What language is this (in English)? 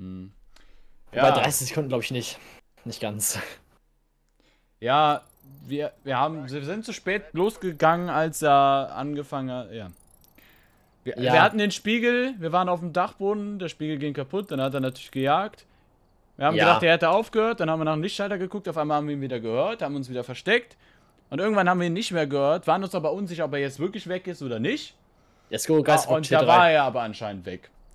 German